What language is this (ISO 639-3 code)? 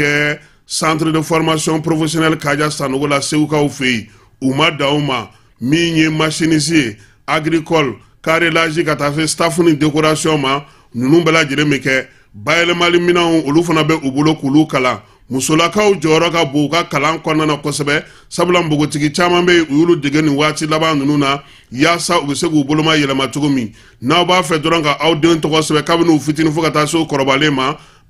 bam